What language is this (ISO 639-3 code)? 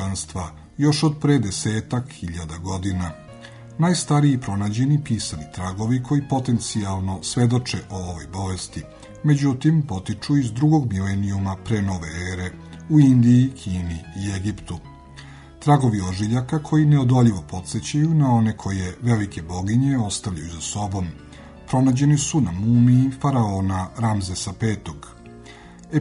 srp